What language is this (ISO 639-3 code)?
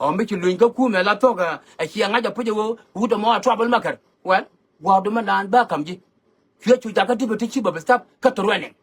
nus